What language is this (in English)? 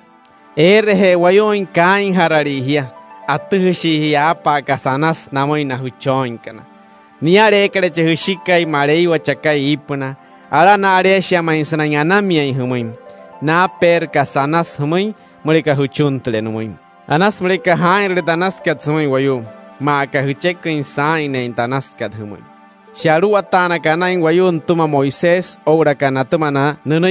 Wayuu